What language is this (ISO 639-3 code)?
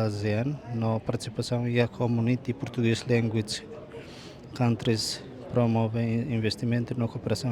tet